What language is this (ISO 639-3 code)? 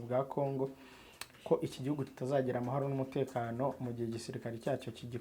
kin